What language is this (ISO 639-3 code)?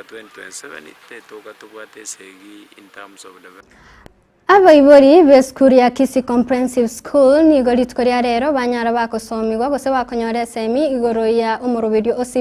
guz